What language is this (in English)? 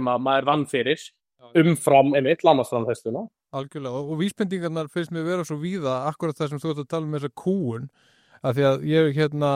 Icelandic